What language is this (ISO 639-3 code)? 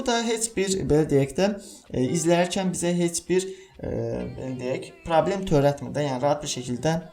aze